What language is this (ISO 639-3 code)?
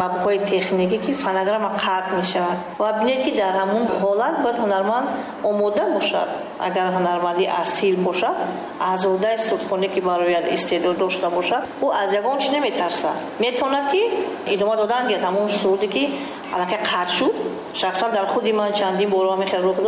tgk